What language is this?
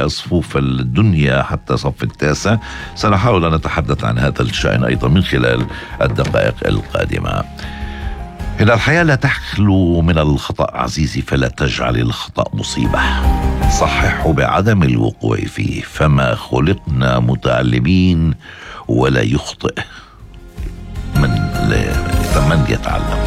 Arabic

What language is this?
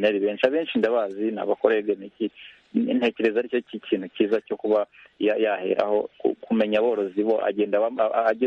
Kinyarwanda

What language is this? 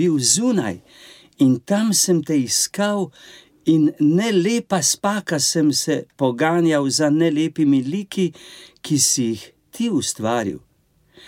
Slovenian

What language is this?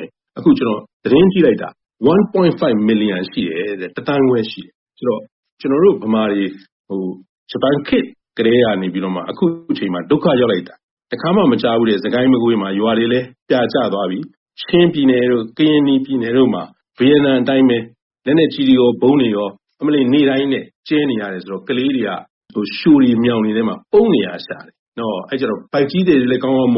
Burmese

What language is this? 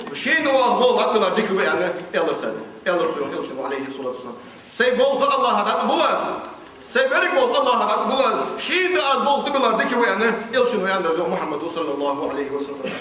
Ingush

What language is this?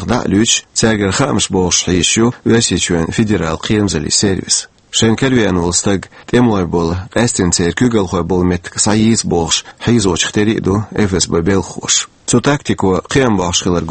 Chechen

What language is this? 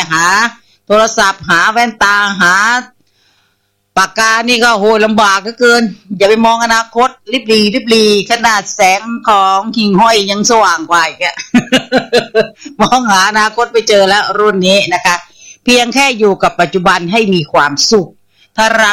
Thai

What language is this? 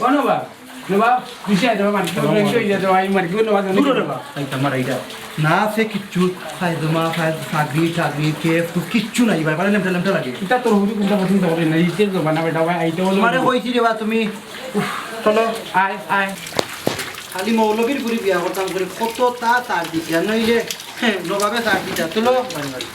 Sylheti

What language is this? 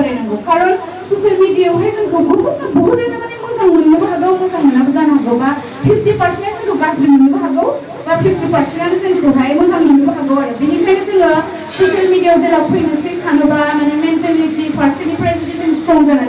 Bodo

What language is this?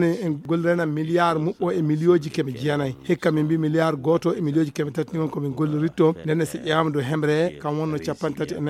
Fula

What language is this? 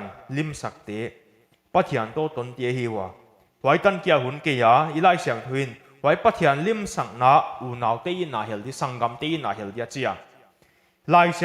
Paite Chin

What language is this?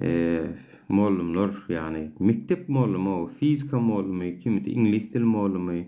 Turkmen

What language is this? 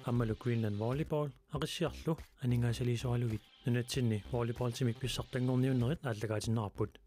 Kalaallisut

